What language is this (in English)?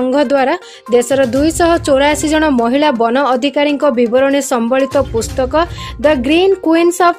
Odia